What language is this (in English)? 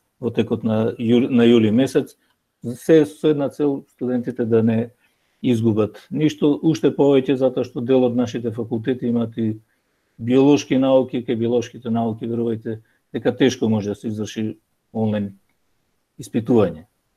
Macedonian